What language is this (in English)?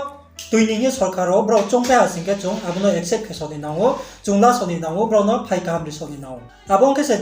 Riang (India)